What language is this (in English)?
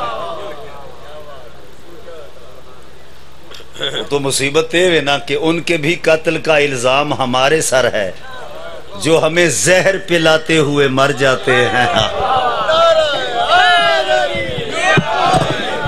Urdu